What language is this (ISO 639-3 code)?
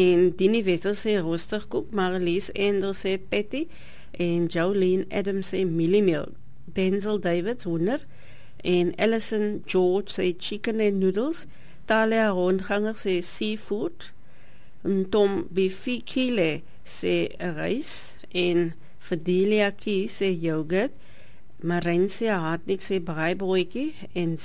afr